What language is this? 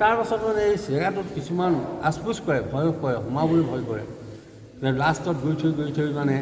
Assamese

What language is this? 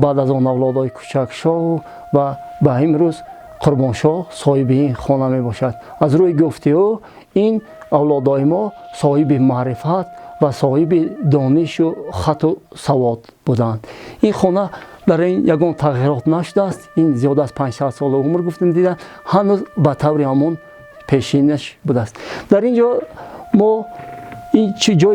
Tajik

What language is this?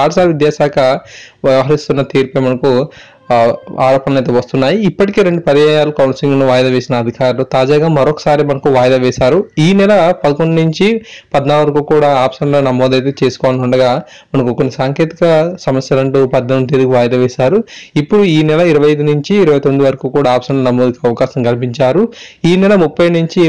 Telugu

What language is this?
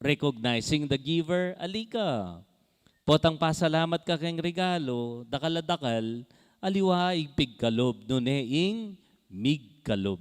Pampanga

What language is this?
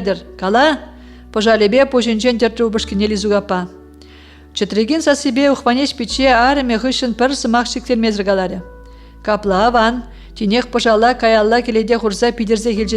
Chuvash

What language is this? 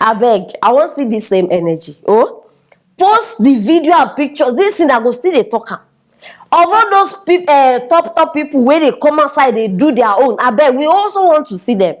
Nigerian Pidgin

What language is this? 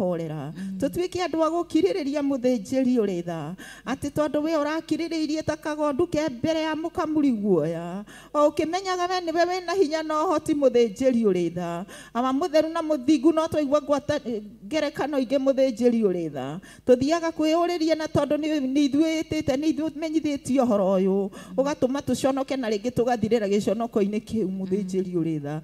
Kikuyu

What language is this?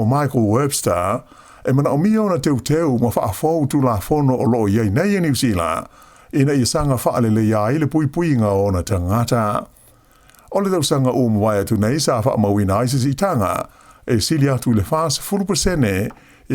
Samoan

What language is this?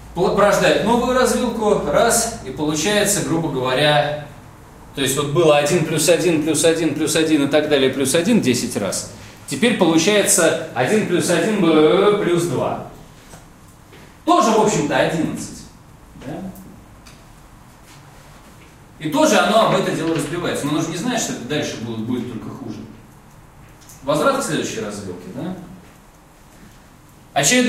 Russian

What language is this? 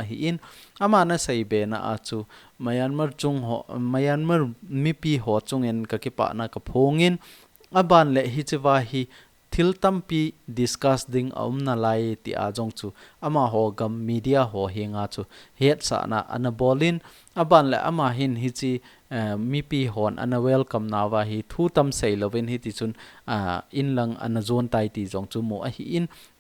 Thado Chin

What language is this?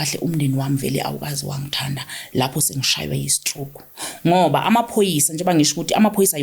Zulu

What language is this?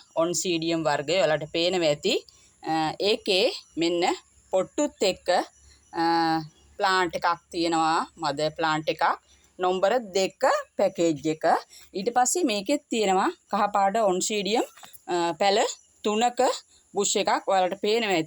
Sinhala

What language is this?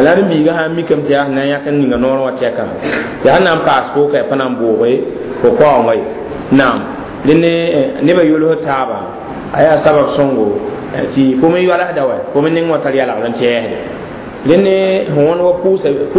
Mossi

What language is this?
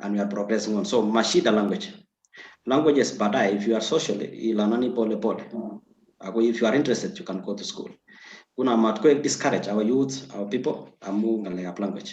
Kalenjin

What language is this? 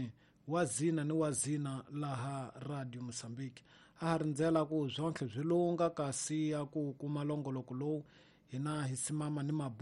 Tsonga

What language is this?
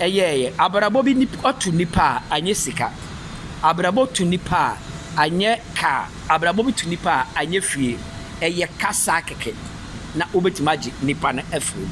Akan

